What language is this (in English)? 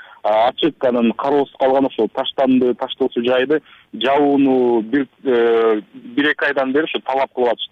Kyrgyz